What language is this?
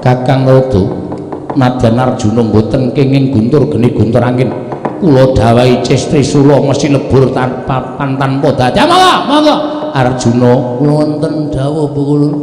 Javanese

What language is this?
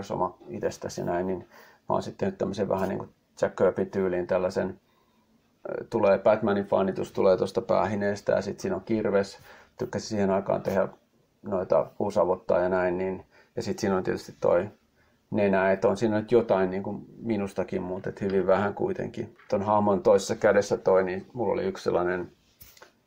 Finnish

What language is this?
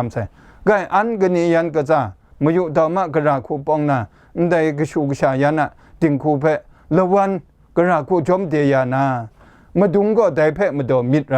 Kachin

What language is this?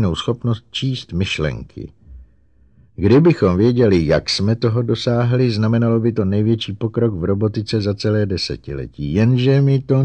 Czech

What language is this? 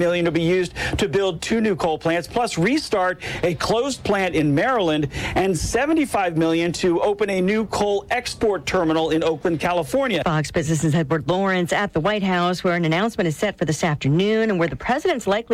English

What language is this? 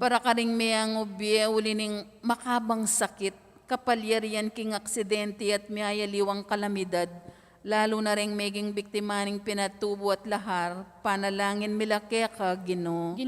Pampanga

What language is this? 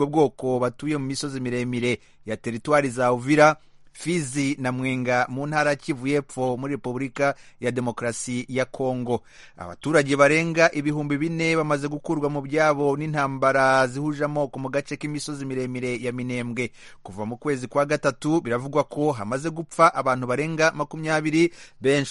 Kinyarwanda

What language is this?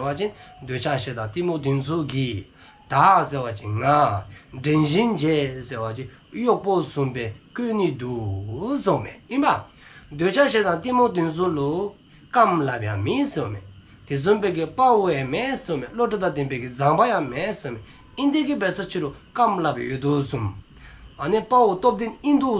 Dzongkha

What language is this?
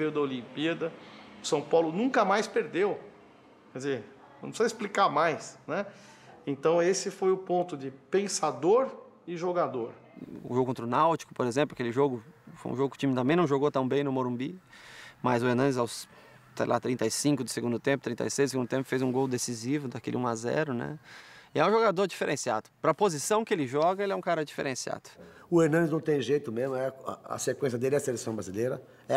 Portuguese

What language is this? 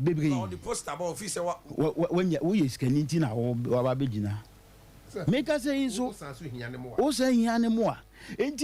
Akan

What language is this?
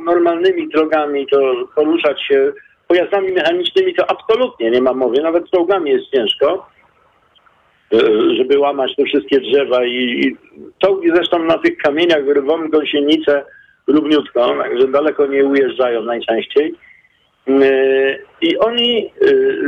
Polish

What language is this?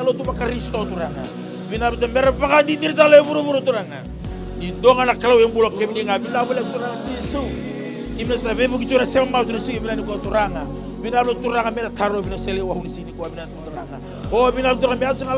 Fijian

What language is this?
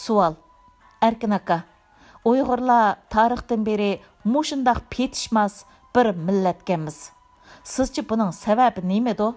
Uyghur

